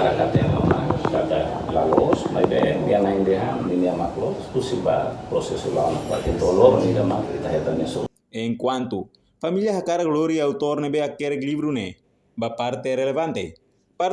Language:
Tetum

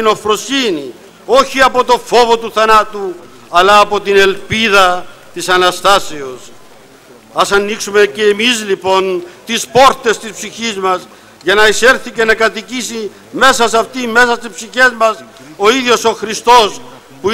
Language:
Greek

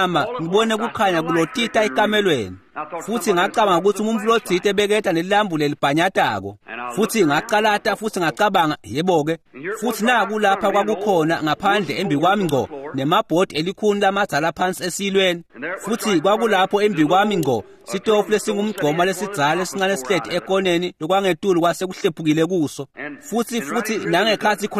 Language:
Swati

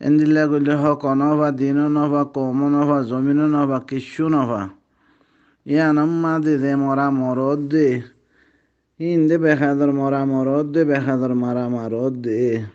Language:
Rohingya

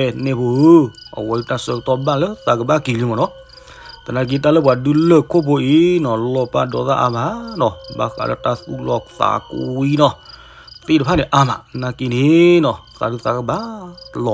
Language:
S'gaw Karen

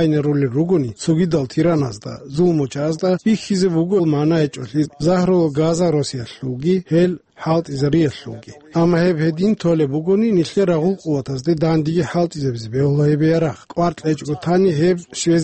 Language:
Avaric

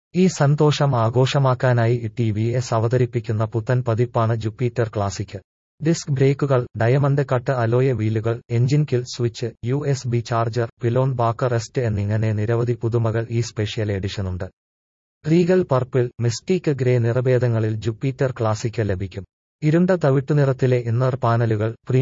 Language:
Malayalam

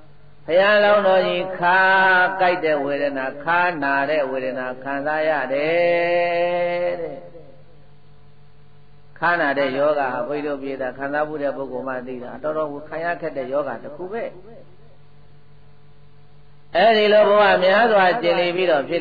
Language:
Burmese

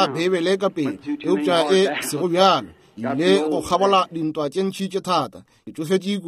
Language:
Northern Sotho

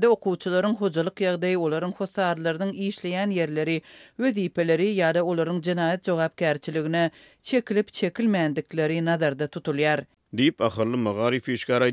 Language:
Turkmen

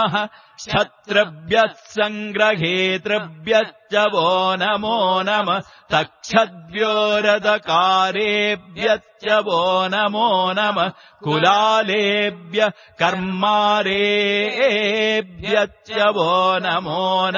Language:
Sanskrit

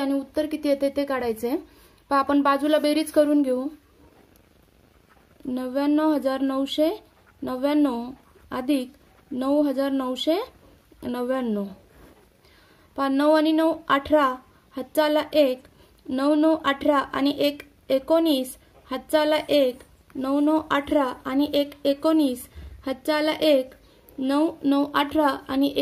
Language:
Marathi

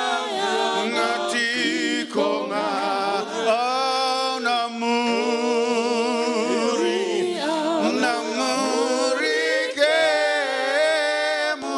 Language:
Fijian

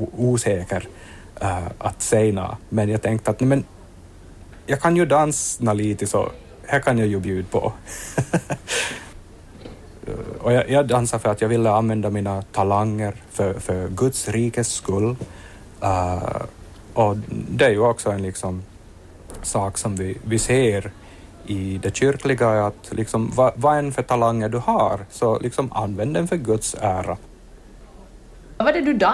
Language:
Swedish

